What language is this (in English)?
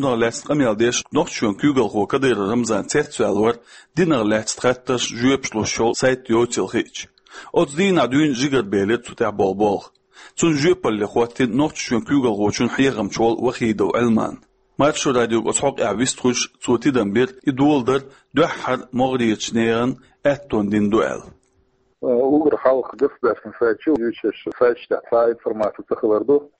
Chechen